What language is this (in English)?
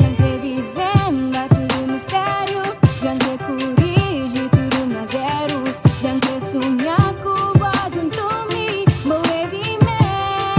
Kabuverdianu